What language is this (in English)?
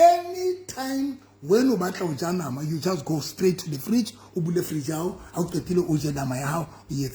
Southern Sotho